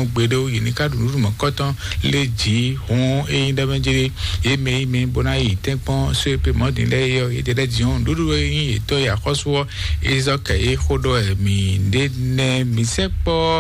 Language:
Fon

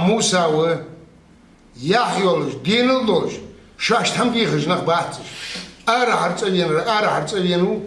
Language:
Ingush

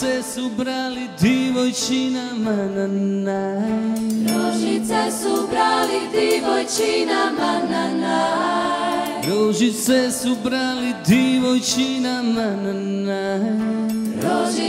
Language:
Croatian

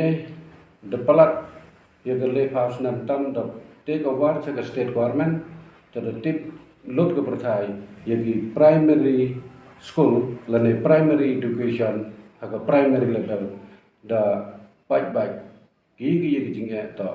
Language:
Pnar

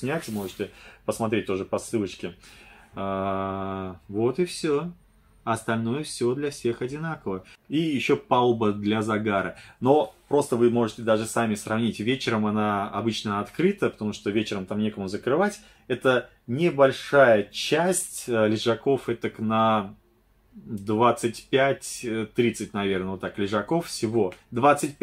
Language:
Russian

